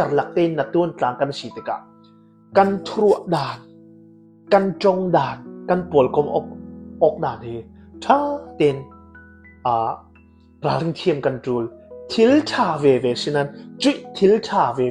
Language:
Falam Chin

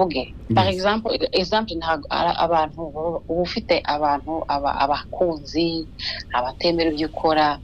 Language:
Kinyarwanda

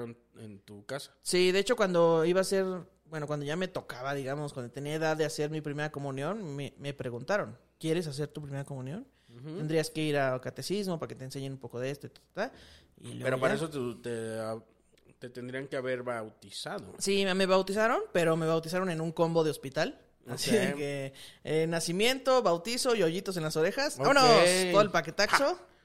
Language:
Spanish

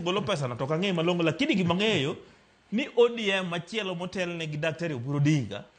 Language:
Luo (Kenya and Tanzania)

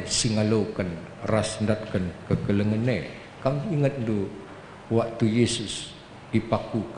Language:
Batak Karo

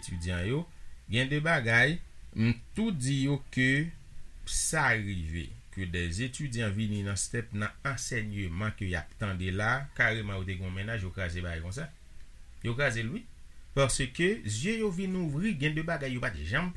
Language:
Haitian Creole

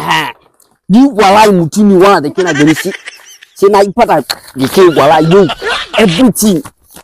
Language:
Hausa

